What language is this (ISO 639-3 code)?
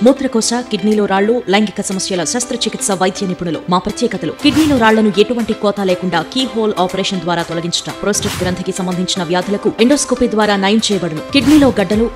tel